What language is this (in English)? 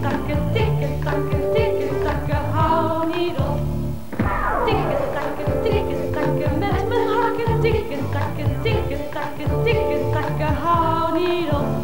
Dutch